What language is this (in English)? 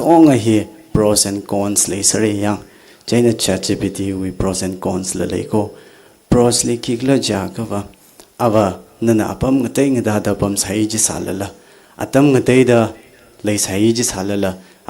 Tangkhul Naga (India)